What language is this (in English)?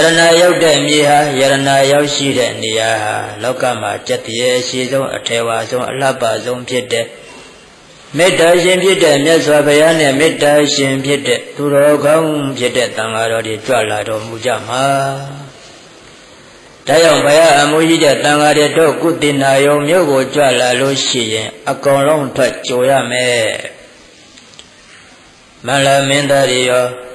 Burmese